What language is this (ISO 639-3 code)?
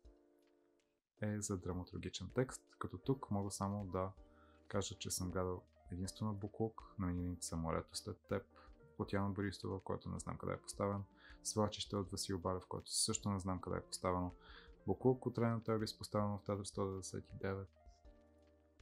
bul